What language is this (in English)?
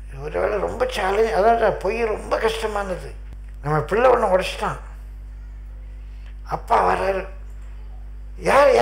Tamil